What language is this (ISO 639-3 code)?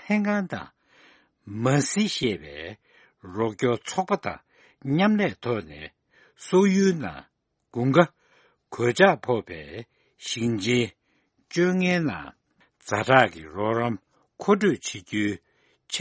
bod